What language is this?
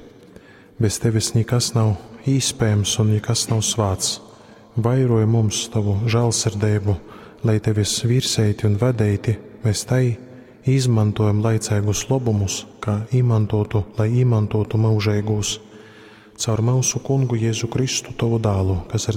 Latgalian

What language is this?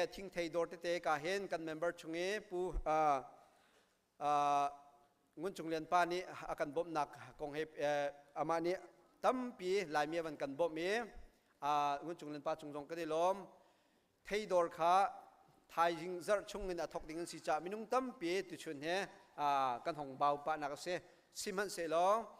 Hakha Chin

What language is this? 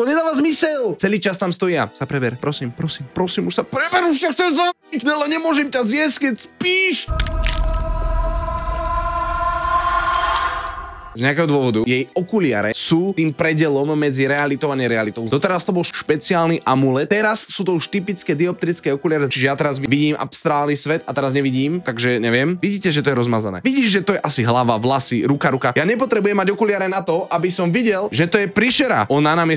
Slovak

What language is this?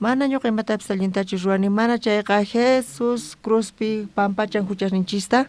South Bolivian Quechua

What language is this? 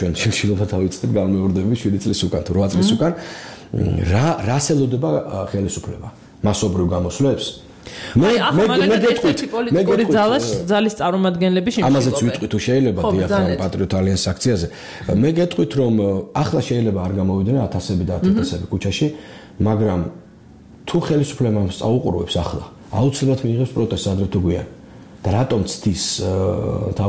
Georgian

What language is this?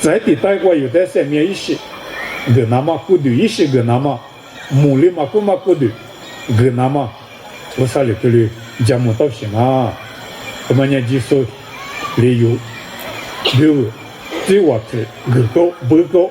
Lisu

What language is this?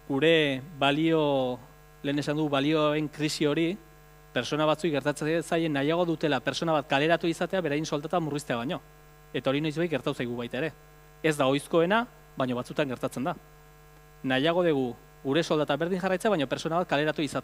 Basque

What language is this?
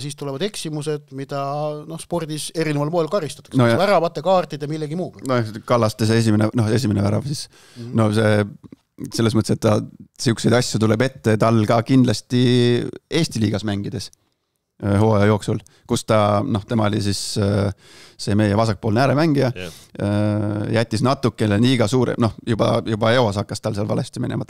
Estonian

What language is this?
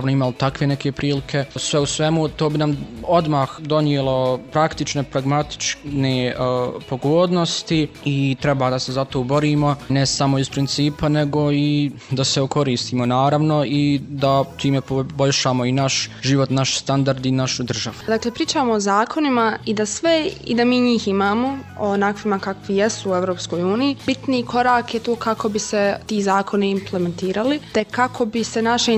Bosnian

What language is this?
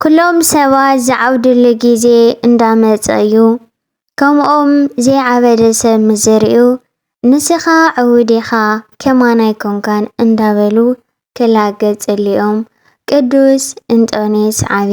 Tigrinya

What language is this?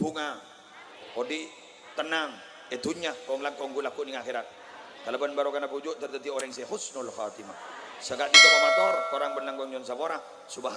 Madurese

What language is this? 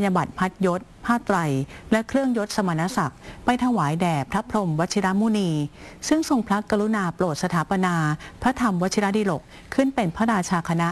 Thai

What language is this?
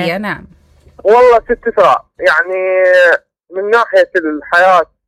Mesopotamian Arabic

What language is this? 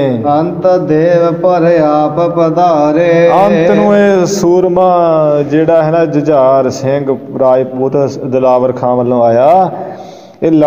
Punjabi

